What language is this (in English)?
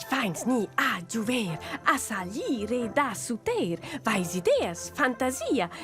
Romansh